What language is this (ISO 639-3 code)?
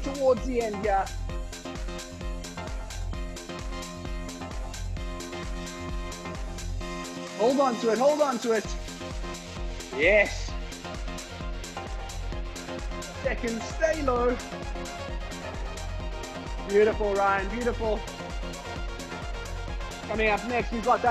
eng